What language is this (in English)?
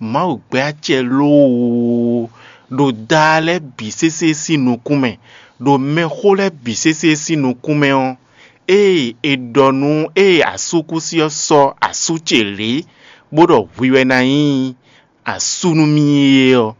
Fon